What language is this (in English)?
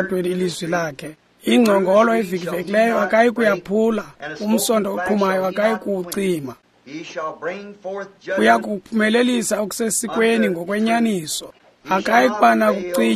Xhosa